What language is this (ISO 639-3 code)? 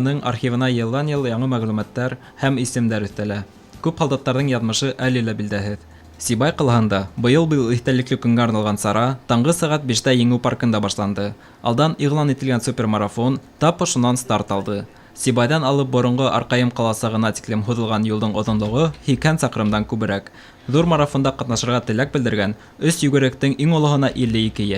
bak